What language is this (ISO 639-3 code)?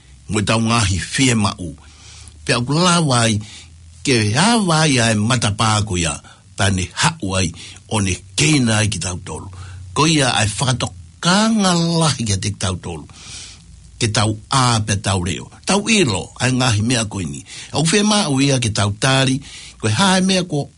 ton